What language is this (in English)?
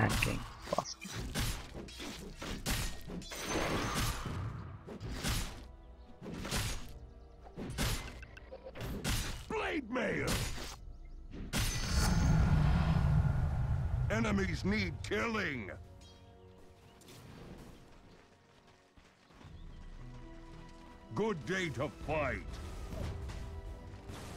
Hungarian